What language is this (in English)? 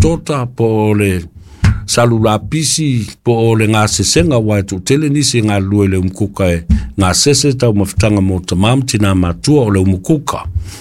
Samoan